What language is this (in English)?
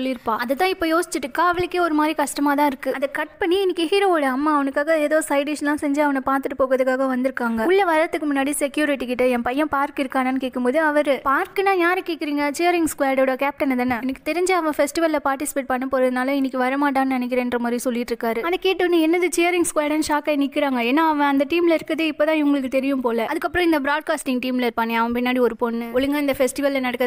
Tamil